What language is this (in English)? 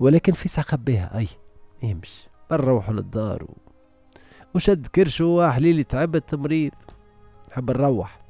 Tunisian Arabic